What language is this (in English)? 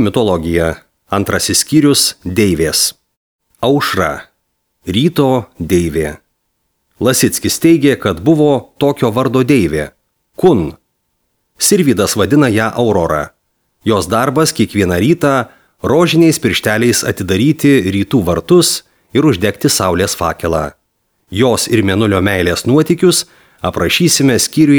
Lithuanian